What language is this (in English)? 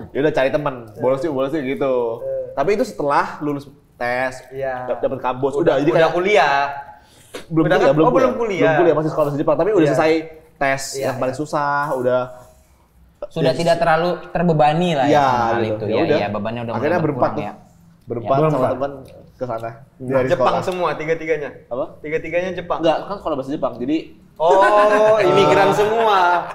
Indonesian